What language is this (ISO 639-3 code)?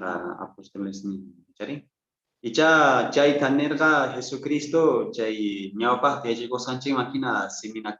quh